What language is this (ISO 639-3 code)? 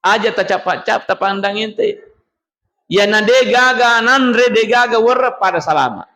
bug